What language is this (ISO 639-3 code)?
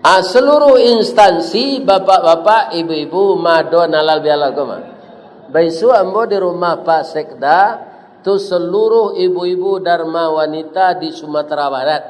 min